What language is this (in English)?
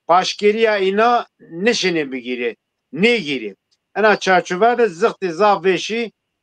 Zaza